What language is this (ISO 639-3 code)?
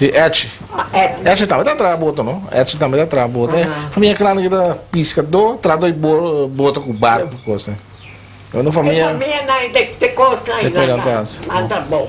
pap